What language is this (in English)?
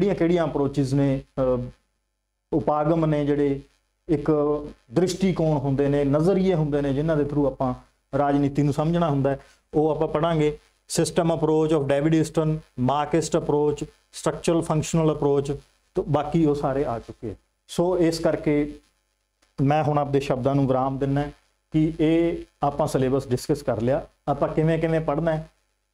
Punjabi